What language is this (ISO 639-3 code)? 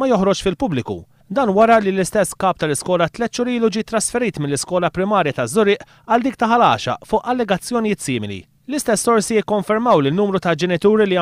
mlt